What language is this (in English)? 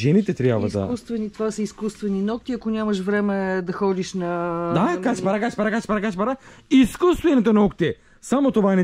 Bulgarian